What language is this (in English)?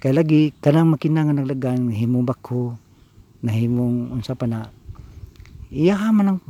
Cebuano